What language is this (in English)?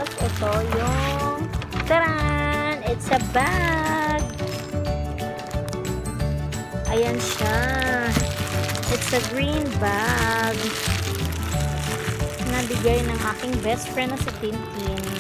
Filipino